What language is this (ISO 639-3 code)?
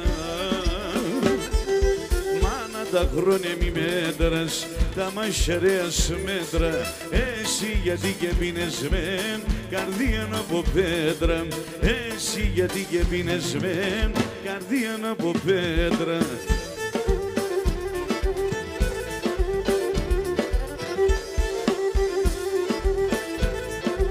pnt